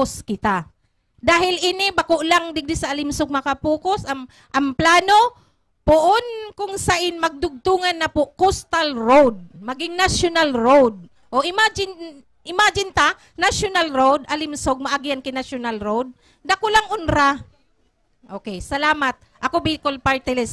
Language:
Bikol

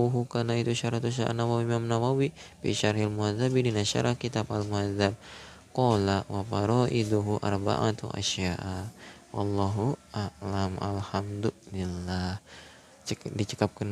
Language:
Sundanese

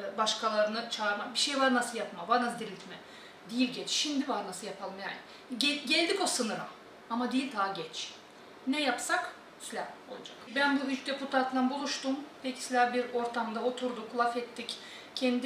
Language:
Gagauz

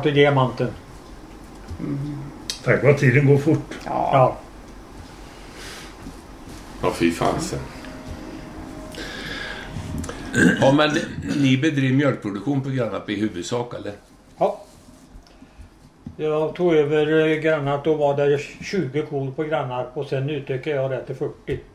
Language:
Swedish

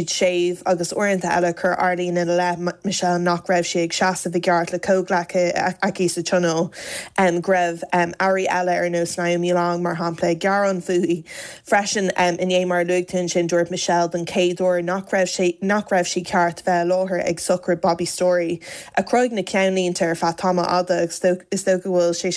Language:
Irish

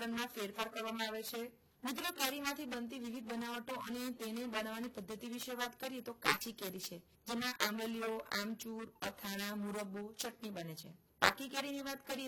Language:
Gujarati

